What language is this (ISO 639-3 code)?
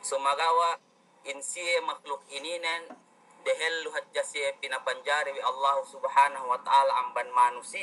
yka